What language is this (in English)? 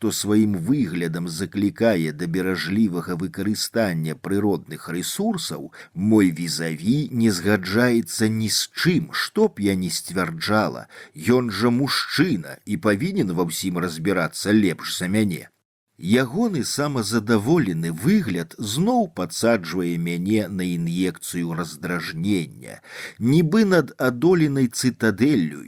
Belarusian